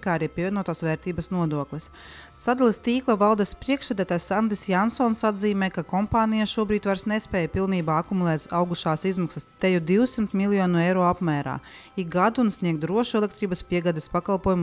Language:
Latvian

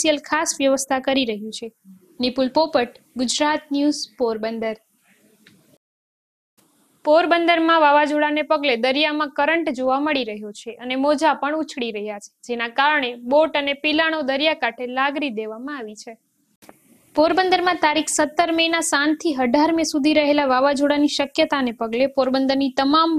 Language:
Gujarati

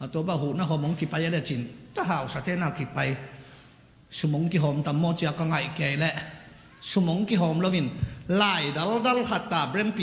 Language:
Tedim Chin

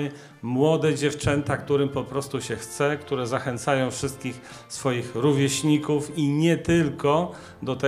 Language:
Polish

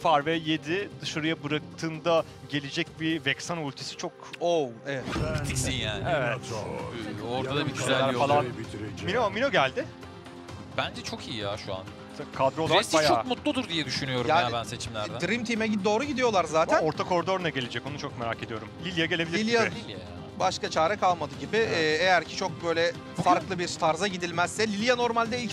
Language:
Turkish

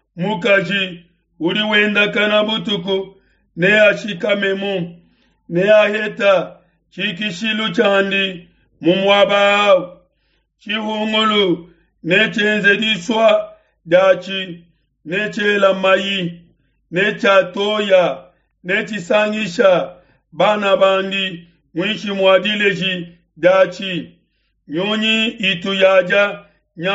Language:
Luba-Lulua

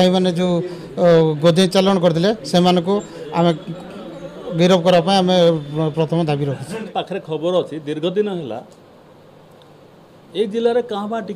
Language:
Odia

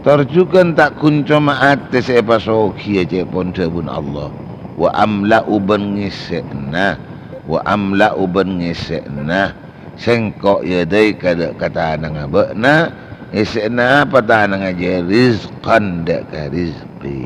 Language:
Madurese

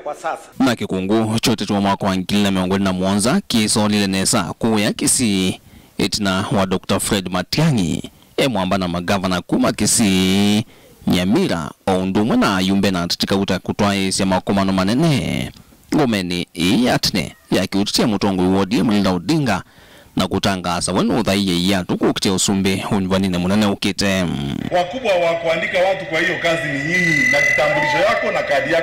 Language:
Kamba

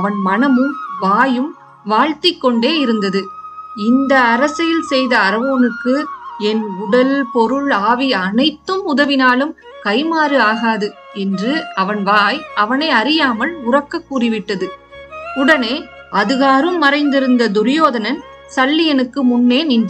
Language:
Tamil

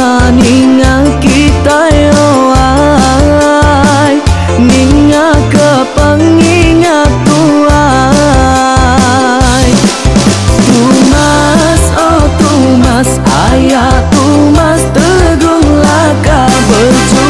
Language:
Iban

